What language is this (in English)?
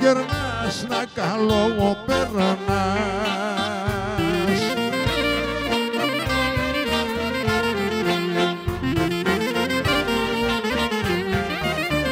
Greek